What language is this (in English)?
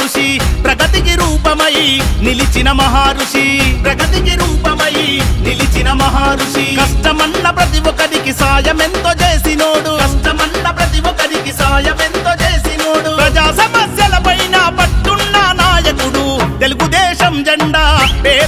Telugu